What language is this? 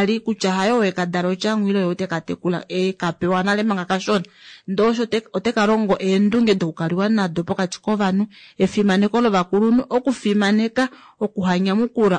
Kuanyama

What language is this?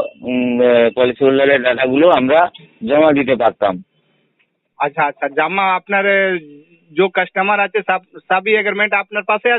Bangla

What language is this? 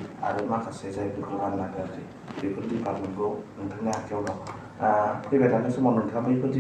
Bodo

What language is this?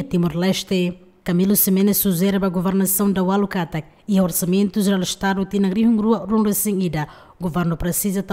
Tetum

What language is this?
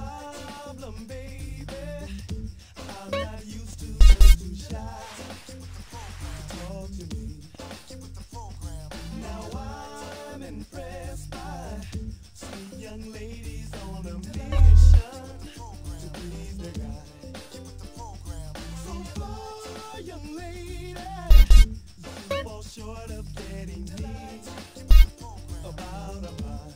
English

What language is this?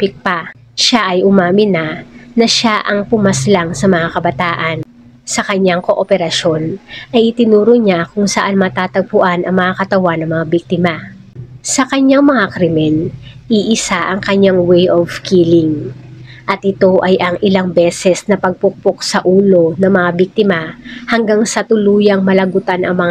Filipino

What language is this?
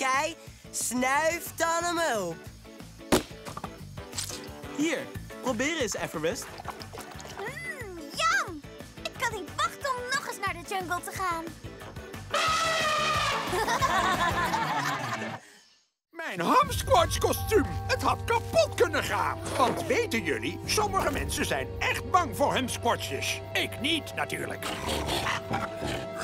Dutch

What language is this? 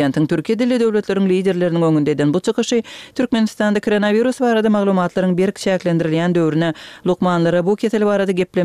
Turkmen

